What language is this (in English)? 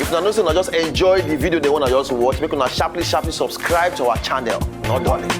Nigerian Pidgin